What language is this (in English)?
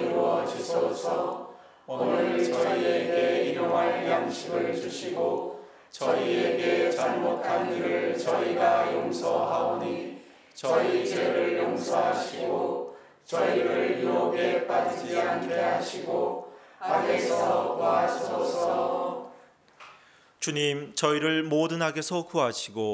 Korean